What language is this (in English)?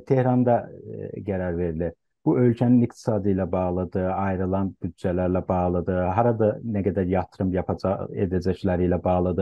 South Azerbaijani